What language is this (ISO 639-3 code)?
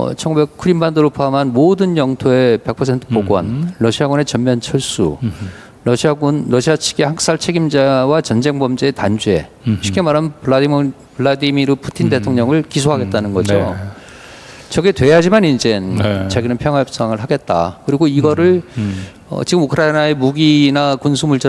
kor